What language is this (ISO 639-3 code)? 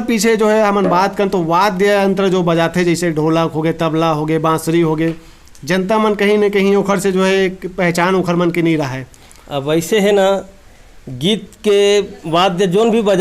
hne